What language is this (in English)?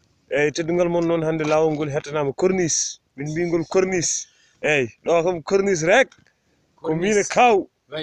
Fula